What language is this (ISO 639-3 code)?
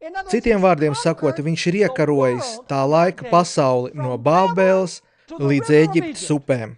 lav